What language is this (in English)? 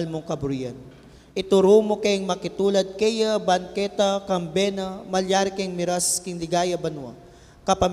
Pampanga